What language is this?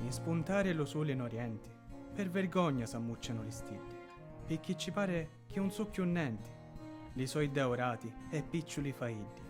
Sicilian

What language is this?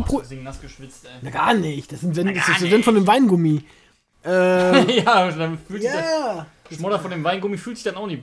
German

